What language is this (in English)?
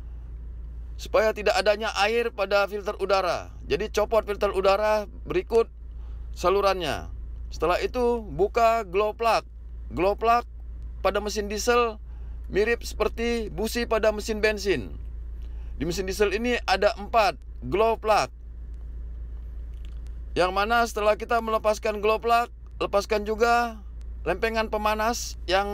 Indonesian